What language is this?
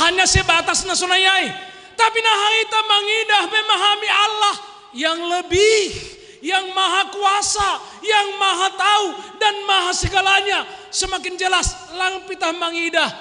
Batak Simalungun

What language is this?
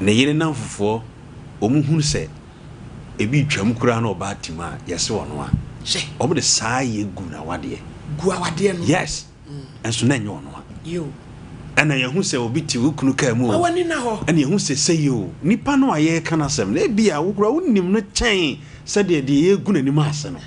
Akan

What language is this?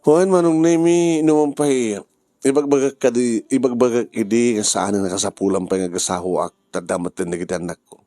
Iloko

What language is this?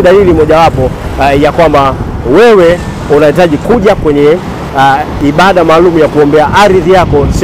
Swahili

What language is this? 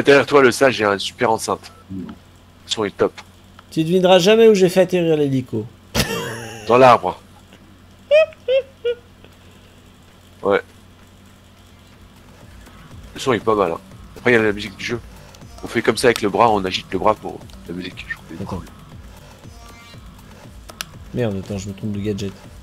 French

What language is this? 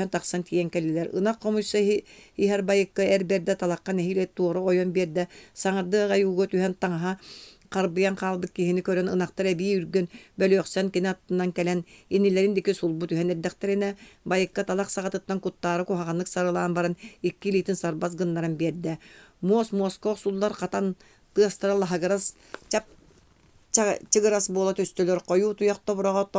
Yakut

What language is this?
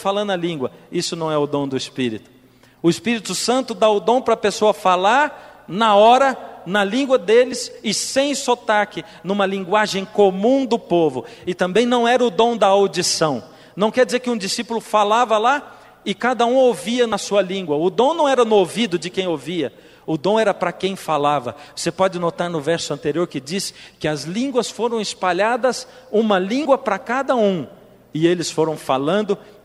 Portuguese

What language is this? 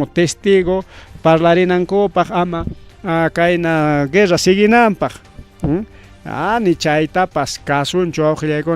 Ayacucho Quechua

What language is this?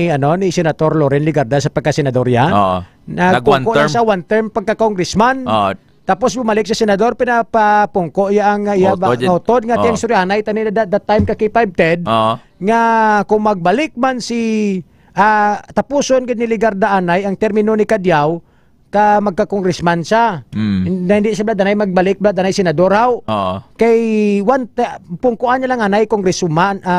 Hiligaynon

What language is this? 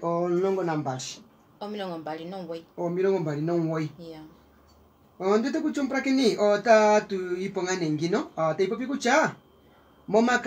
Kuanyama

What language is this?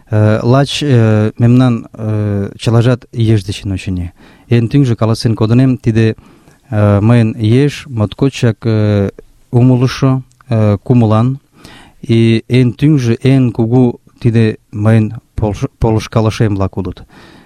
Mari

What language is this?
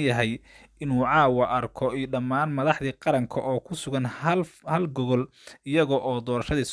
Somali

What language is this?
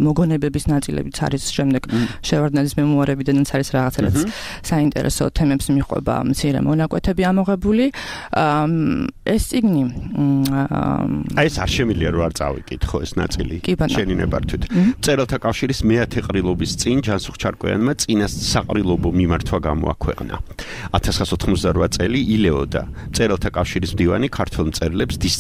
Georgian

